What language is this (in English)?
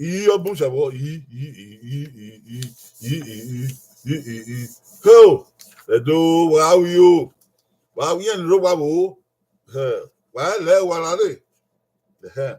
Bini